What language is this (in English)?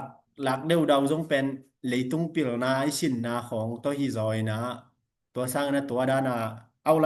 Tedim Chin